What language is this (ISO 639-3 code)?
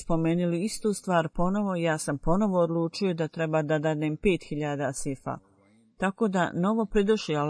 bos